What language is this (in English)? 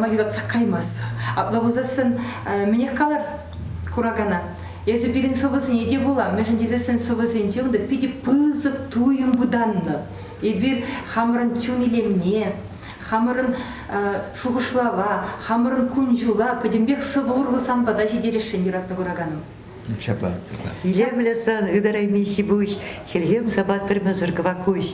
Chuvash